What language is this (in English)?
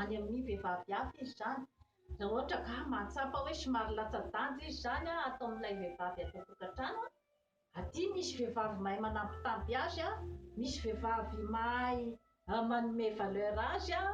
Malagasy